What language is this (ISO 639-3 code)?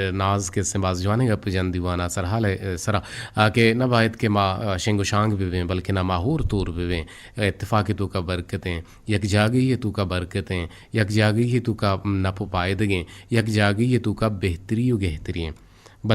bgp